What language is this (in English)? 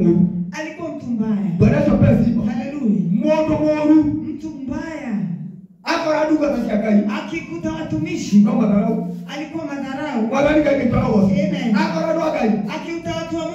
Swahili